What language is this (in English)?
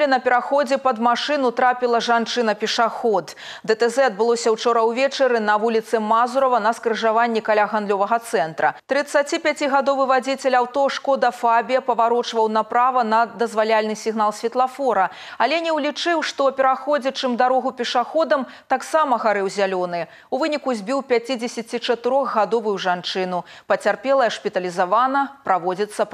Belarusian